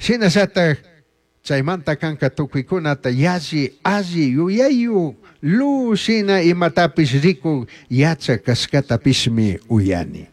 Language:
Chimborazo Highland Quichua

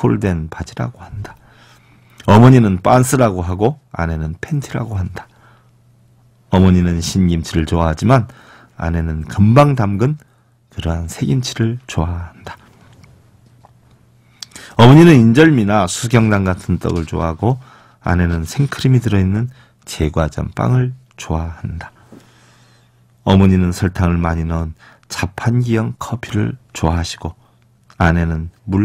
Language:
Korean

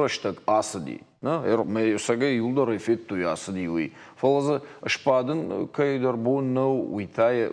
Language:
Ossetic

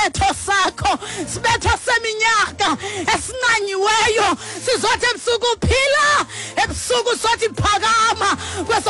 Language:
Xhosa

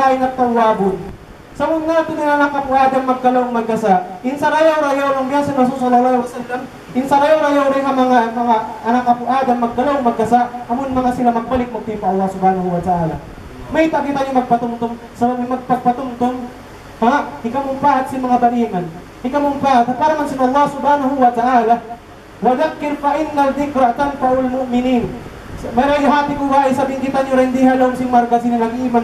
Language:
Tausug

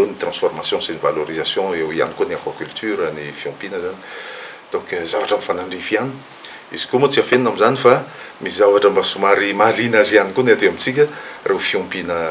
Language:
Malagasy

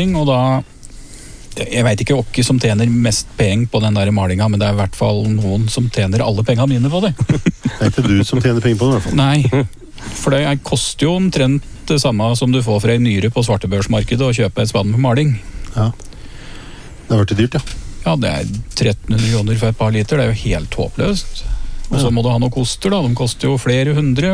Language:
Norwegian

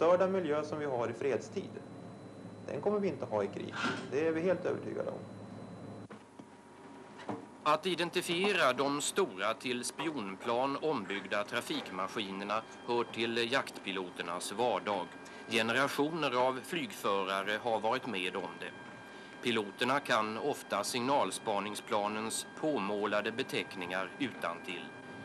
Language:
Swedish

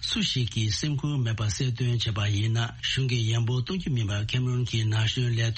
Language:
Tibetan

